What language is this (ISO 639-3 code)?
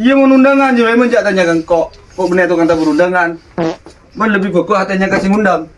mad